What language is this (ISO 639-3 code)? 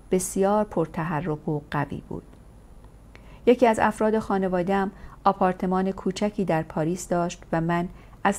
fas